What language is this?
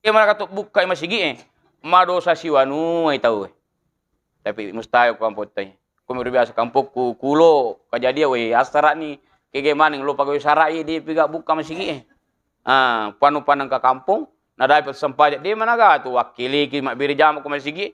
Buginese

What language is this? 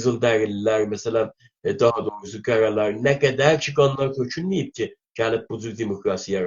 South Azerbaijani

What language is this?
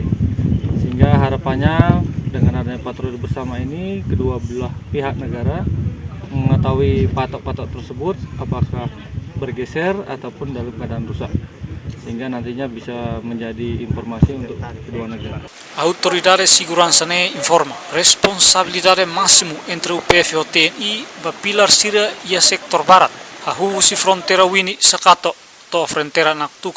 Tetum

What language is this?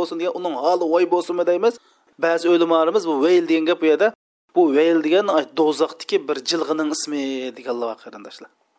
Uyghur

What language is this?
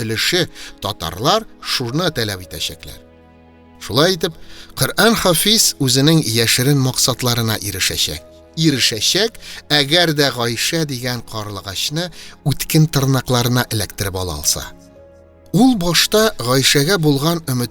Tatar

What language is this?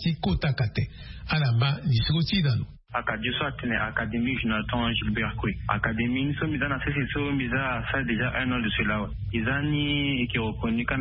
Sango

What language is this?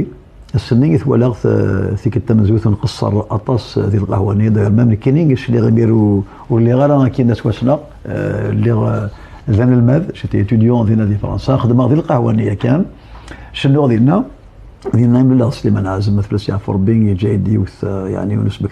Kabyle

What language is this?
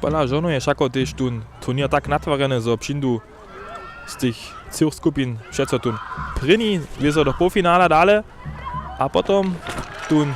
Upper Sorbian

